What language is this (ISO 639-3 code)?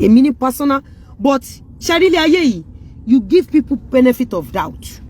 yor